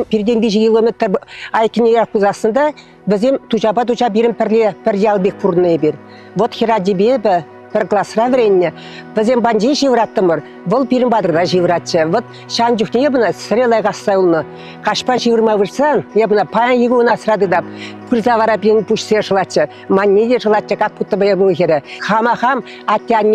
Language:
Chuvash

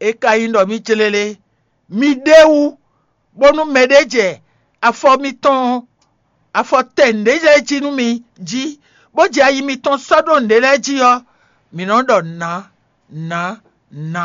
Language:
Fon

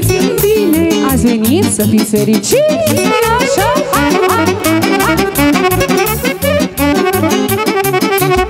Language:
Romanian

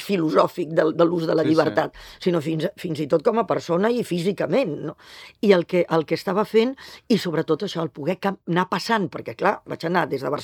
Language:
Catalan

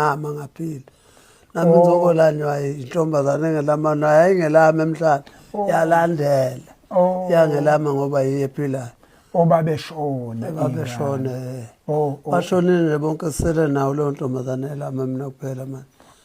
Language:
Zulu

